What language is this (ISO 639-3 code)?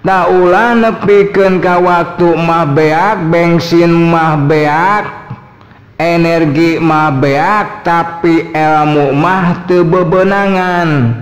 sun